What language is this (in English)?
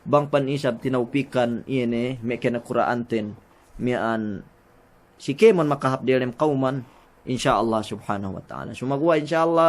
Yakan